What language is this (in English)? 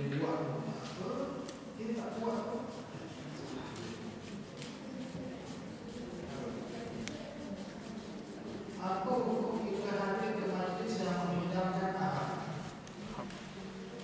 Malay